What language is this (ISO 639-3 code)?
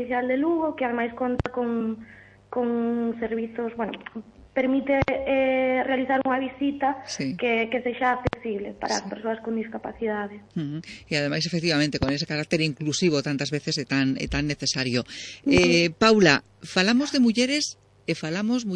glg